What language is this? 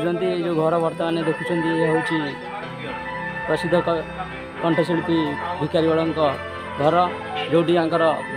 Odia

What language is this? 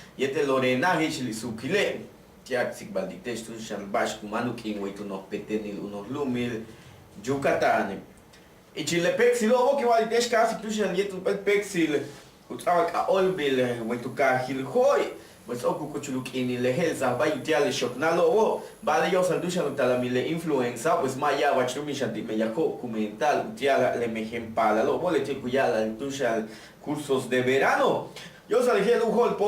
Yucateco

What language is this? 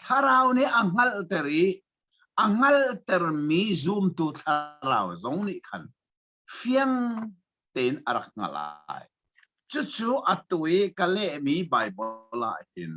Hakha Chin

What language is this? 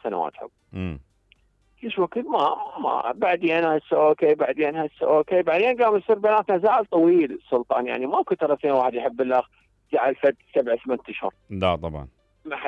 Mesopotamian Arabic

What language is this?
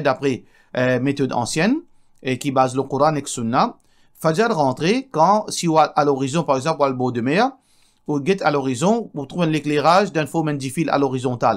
Morisyen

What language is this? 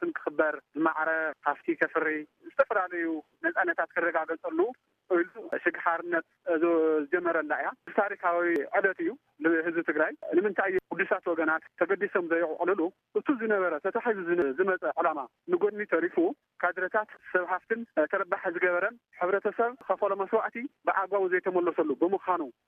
Tigrinya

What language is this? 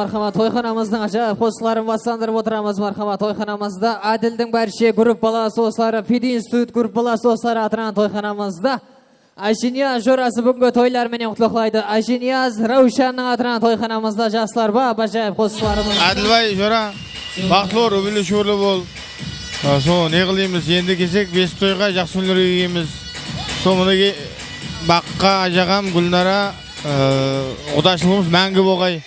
Kara-Kalpak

